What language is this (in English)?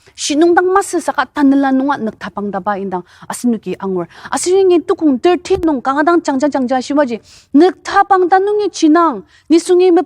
Ao Naga